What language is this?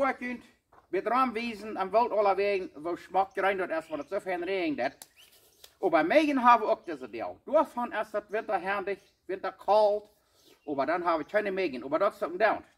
Plautdietsch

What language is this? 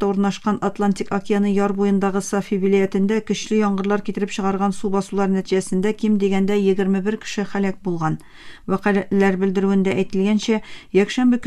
Tatar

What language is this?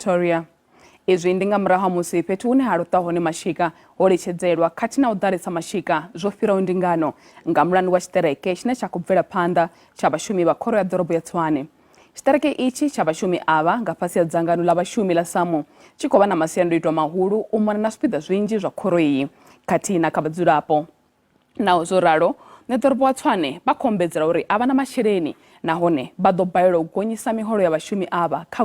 Venda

